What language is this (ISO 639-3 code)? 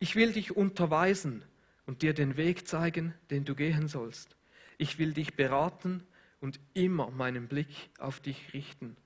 gsw